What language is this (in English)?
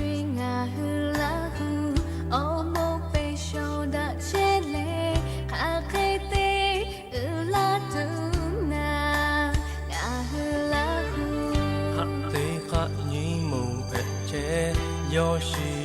Lahu